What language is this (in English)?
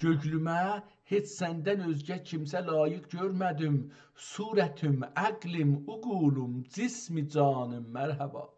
South Azerbaijani